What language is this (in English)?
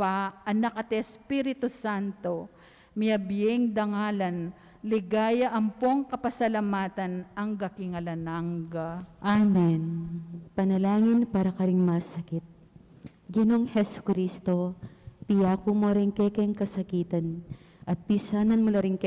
Pampanga